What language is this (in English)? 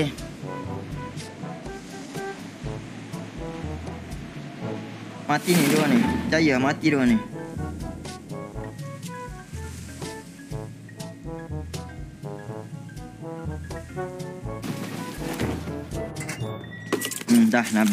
Malay